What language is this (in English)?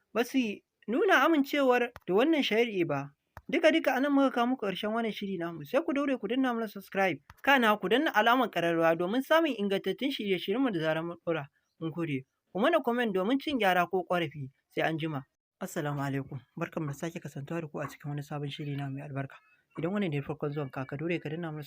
Hausa